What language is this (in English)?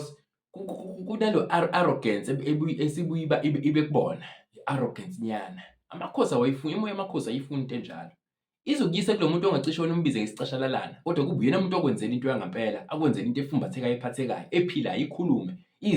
Zulu